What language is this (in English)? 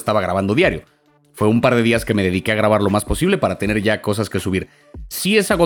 Spanish